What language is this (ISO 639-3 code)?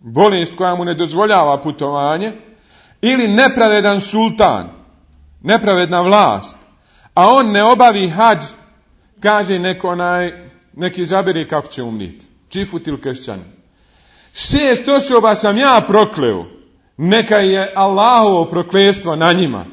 bos